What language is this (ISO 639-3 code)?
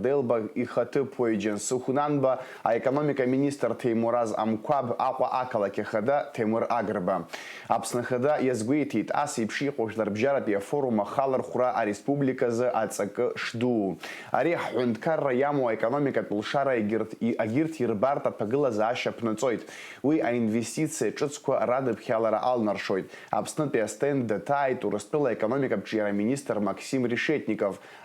abk